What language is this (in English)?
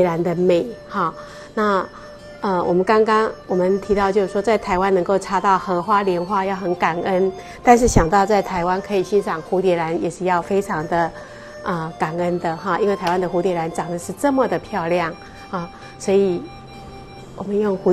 Chinese